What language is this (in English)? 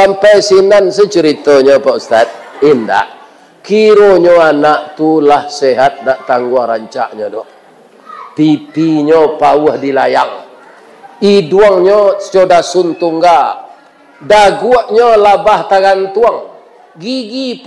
Minangkabau